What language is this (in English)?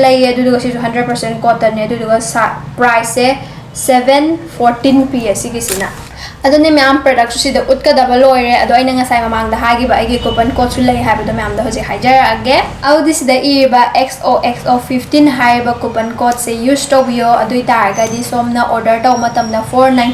Manipuri